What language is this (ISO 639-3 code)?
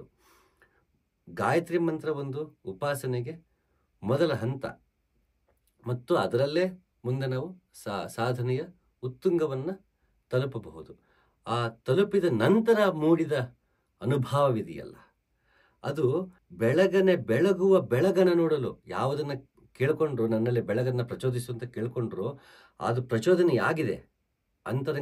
kan